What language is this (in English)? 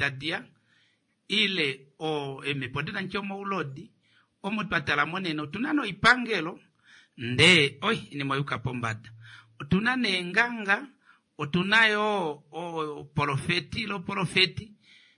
Kuanyama